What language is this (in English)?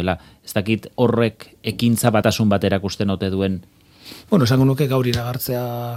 Basque